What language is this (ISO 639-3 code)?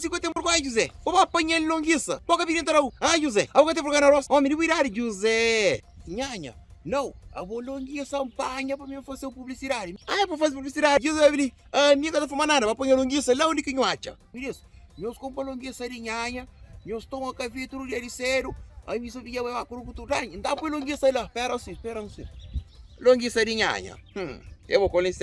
kea